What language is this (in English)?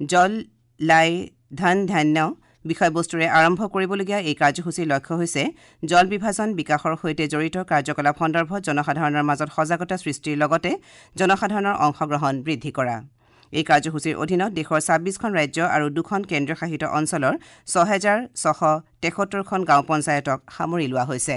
Assamese